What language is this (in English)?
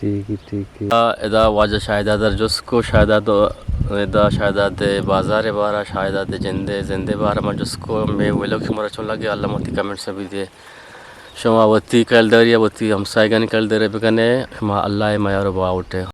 Eastern Balochi